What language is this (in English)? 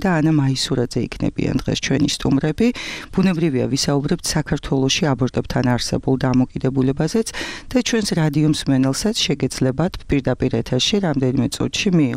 Georgian